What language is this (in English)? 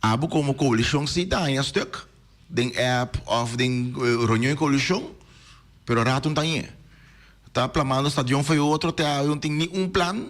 Papiamento